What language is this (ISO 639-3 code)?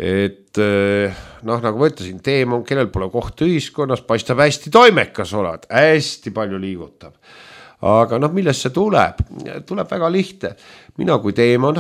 est